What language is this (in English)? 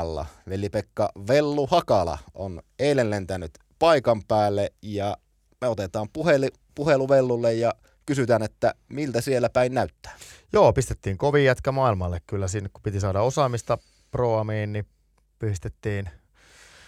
Finnish